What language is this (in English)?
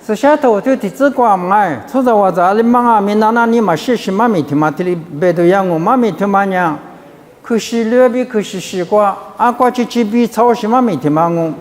Lisu